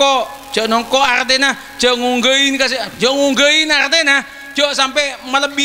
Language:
Madurese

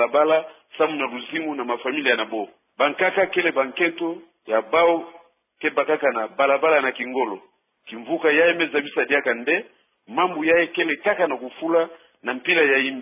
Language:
Kituba (Democratic Republic of Congo)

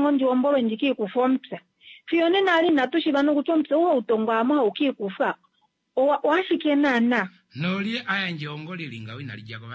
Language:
Kuanyama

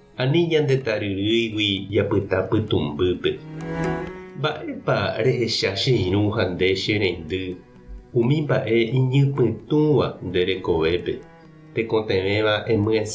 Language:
Guarani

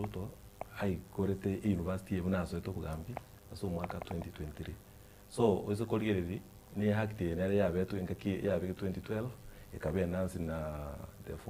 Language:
Gusii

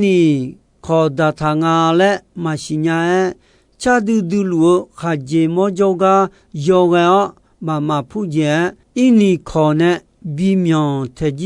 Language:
Akha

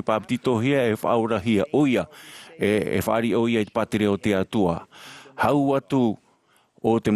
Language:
Tahitian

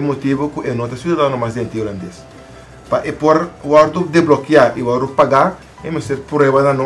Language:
Papiamento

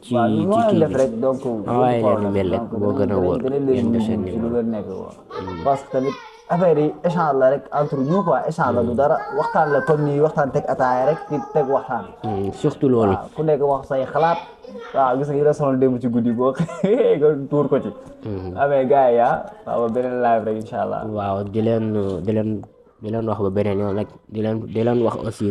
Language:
Wolof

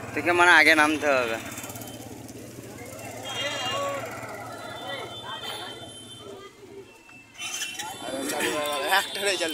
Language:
Bangla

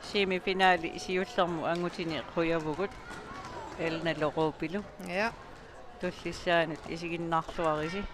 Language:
Kalaallisut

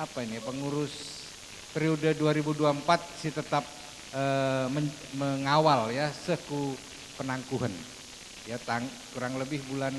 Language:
Batak Karo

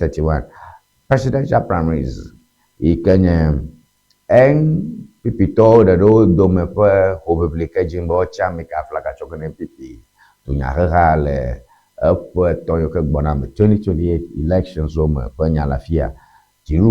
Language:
Ewe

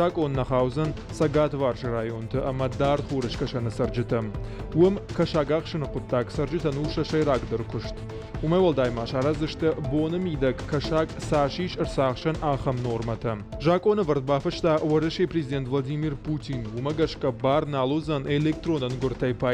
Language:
Ossetic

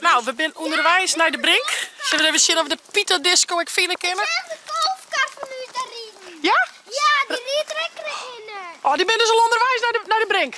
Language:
Western Frisian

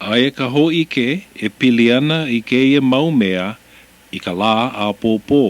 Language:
Hawaiian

